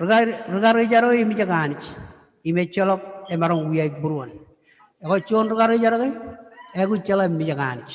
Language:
Marshallese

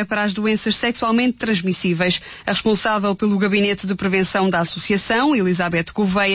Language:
Portuguese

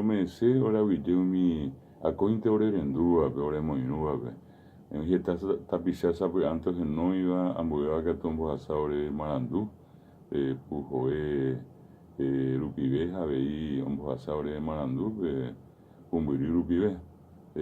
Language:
Guarani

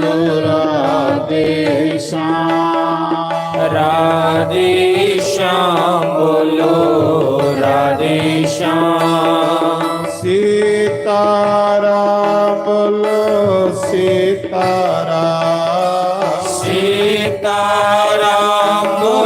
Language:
Dogri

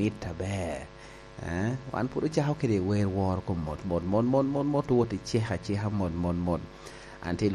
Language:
Lango (Uganda)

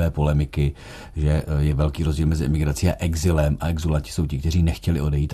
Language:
Czech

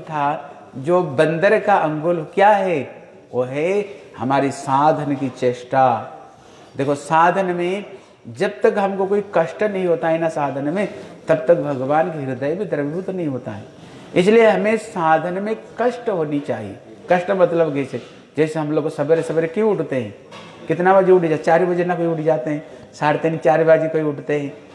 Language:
Hindi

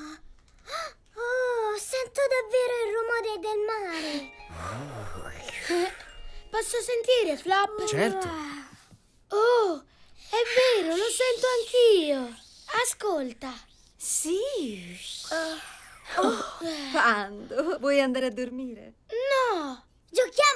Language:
Italian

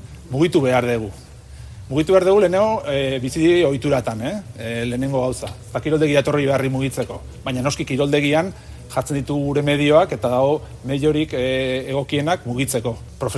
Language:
Basque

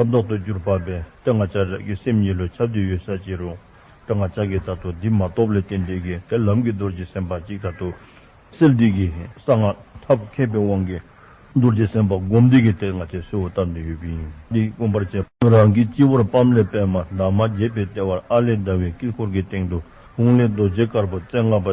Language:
Dzongkha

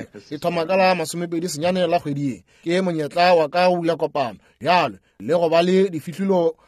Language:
Northern Sotho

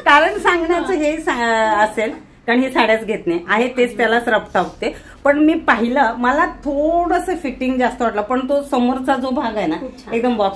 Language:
Marathi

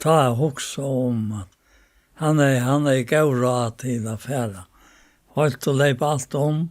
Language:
Faroese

